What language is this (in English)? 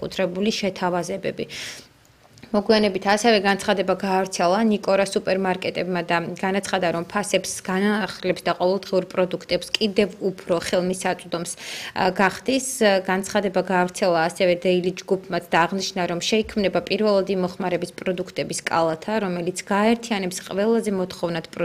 Georgian